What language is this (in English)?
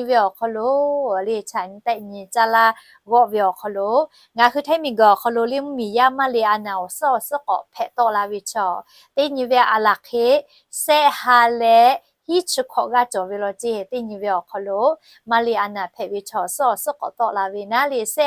Lahu